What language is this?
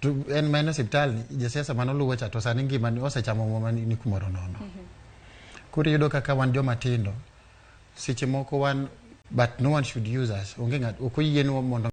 Luo (Kenya and Tanzania)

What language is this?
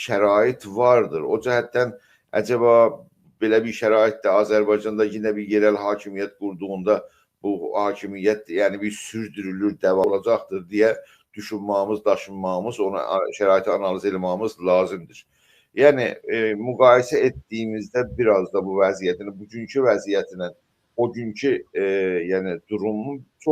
South Azerbaijani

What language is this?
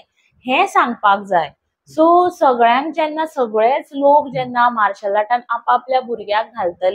Konkani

